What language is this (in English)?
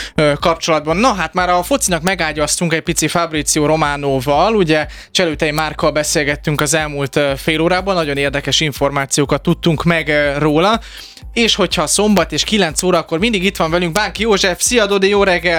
Hungarian